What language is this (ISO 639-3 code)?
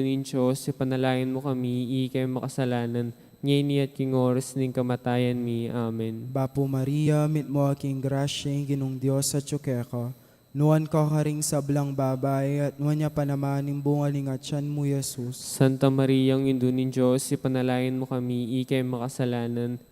pam